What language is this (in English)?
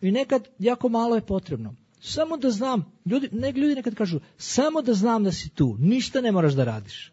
Serbian